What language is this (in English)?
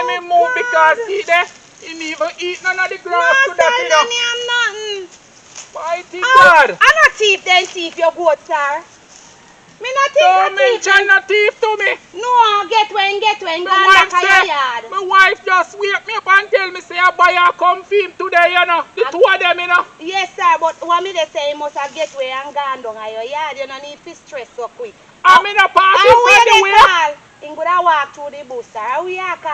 Jamaican Creole English